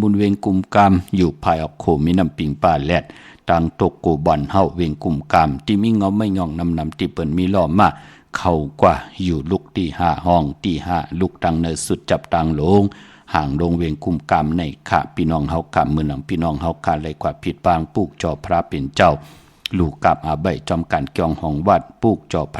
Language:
Shan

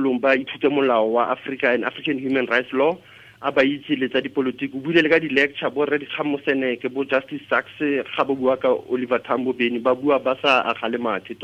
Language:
Tswana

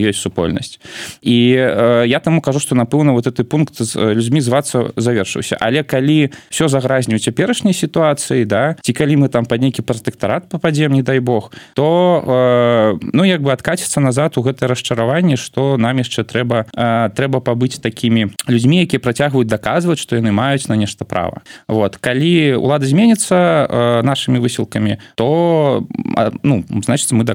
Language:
Belarusian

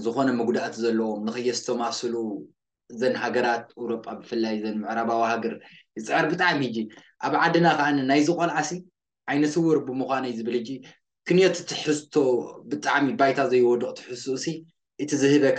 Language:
Tigrinya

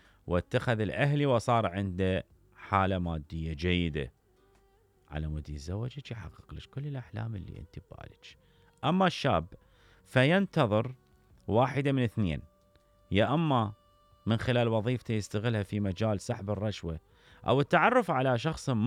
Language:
Mesopotamian Arabic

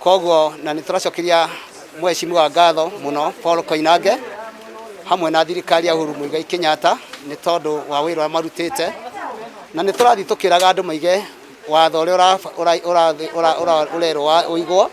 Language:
Kikuyu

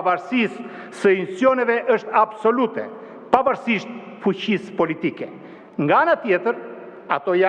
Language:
Albanian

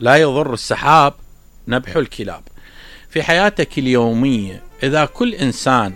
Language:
Mesopotamian Arabic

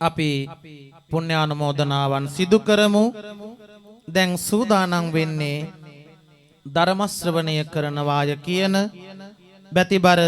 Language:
Sinhala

